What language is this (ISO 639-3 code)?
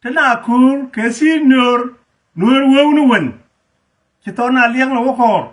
nus